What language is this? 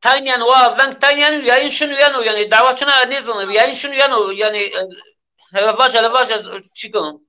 Zaza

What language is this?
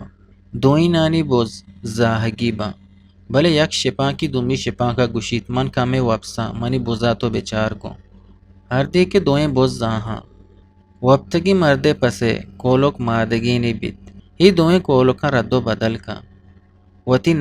Eastern Balochi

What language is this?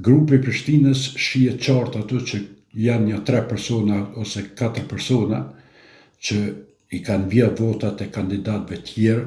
Albanian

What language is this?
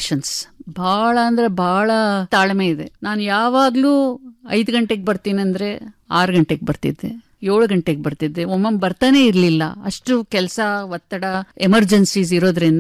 Kannada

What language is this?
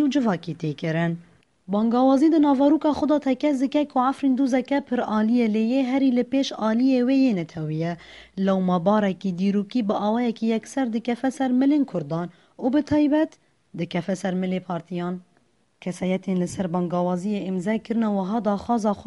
Kurdish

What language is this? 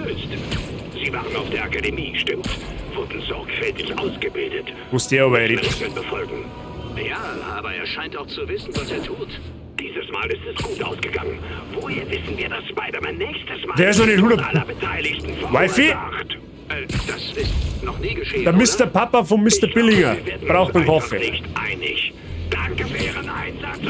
Bavarian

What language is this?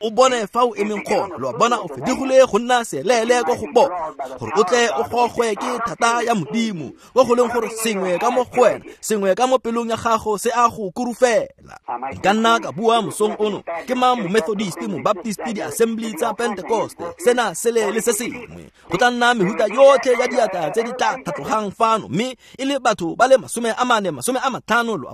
Tswana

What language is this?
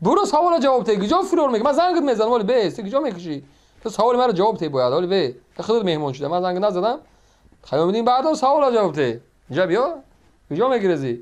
Tajik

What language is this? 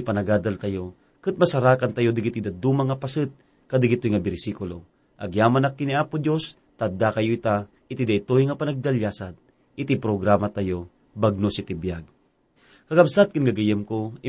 Iloko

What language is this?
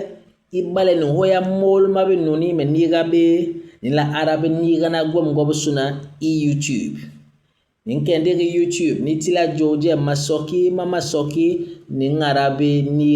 Basaa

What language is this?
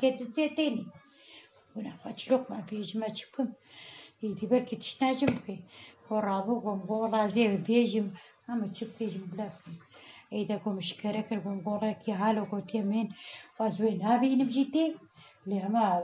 Kurdish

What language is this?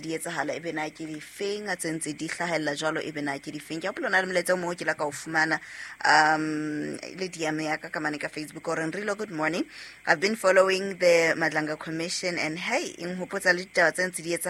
Southern Sotho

